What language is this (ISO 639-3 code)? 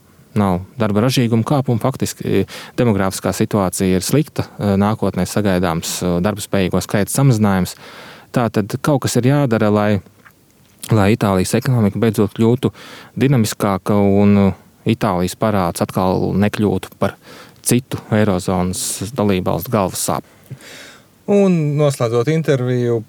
lav